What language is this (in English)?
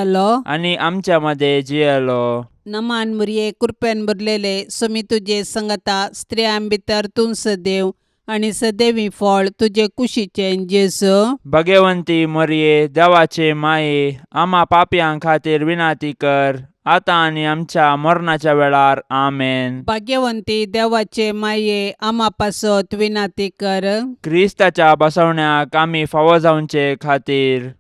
Konkani